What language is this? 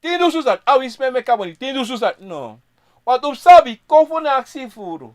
Sranan Tongo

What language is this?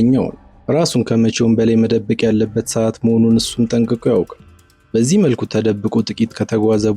Amharic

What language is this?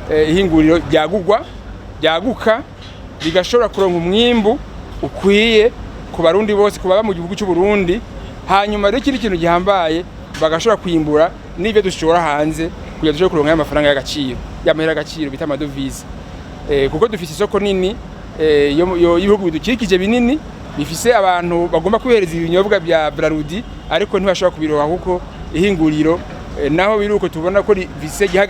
Rundi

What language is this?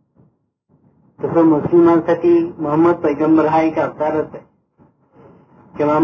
Marathi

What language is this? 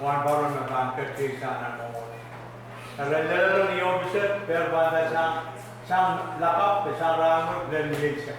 Pohnpeian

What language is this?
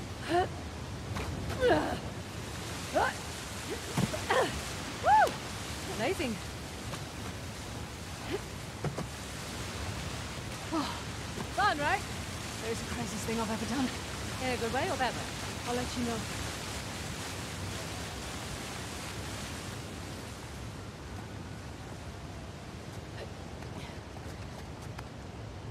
English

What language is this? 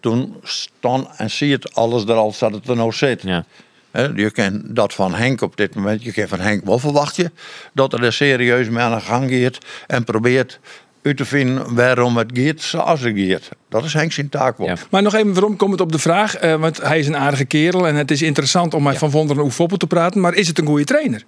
Western Frisian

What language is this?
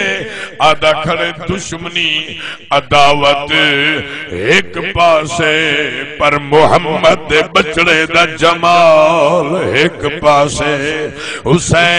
Saraiki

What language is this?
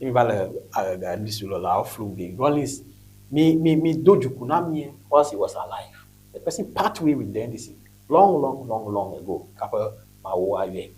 Ewe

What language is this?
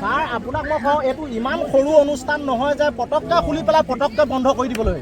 Assamese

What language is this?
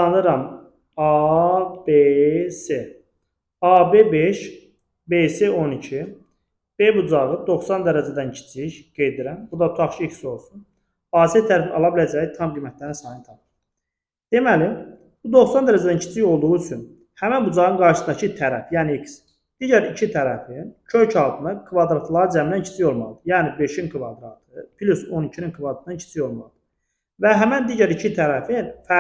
Azerbaijani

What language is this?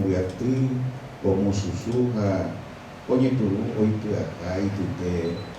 Guarani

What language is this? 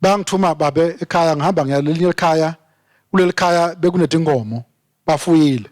Swati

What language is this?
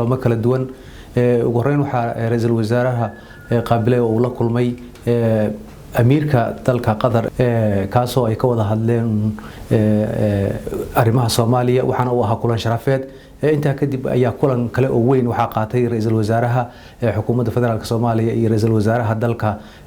Somali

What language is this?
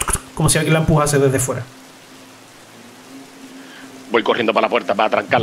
Spanish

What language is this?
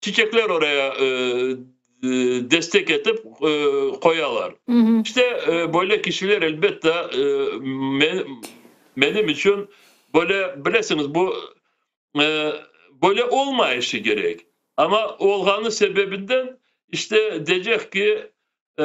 Crimean Tatar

